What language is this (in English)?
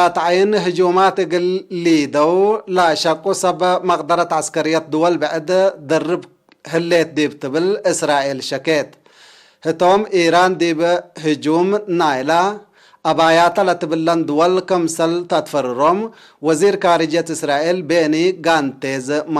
Tigre